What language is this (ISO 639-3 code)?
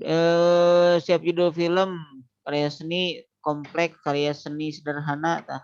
sun